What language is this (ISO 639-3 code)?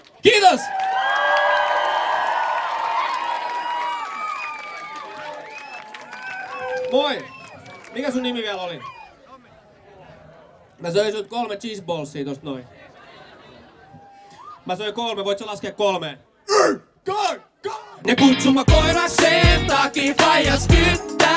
fin